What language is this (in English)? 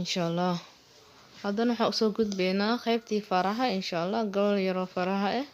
Somali